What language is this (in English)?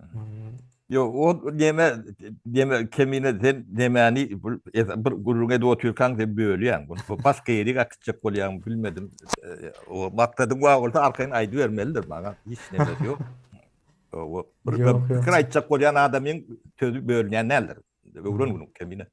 Turkmen